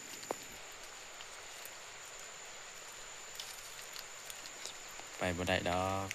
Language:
Northeastern Thai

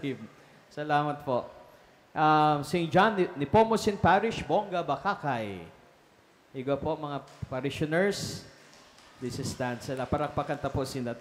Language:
Bikol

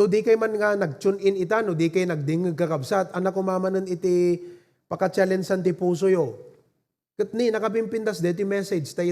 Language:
Iloko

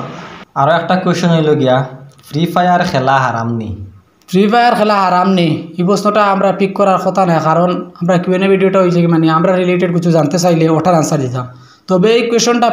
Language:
Sylheti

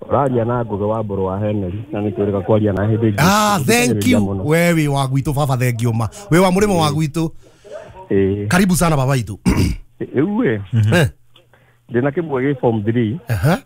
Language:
Kikuyu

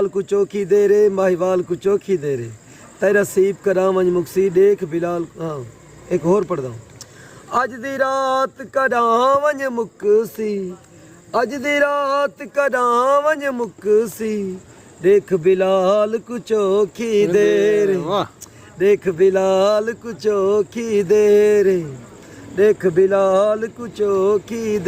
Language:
Saraiki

